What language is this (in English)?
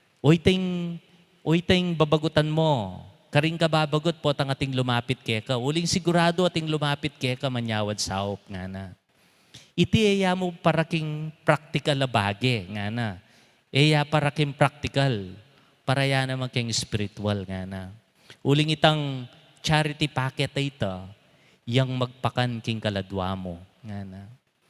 Pampanga